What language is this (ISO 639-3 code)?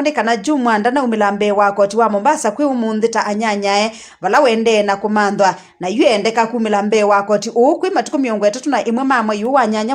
kam